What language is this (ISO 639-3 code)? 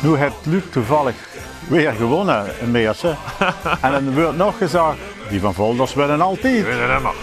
lim